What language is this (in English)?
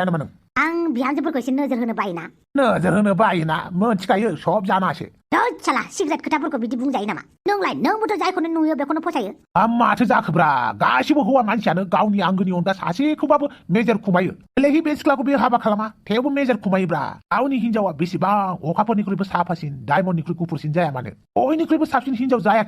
Bodo